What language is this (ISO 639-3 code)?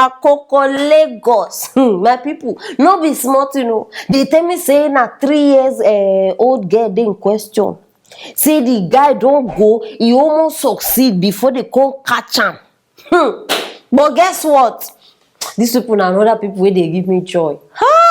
pcm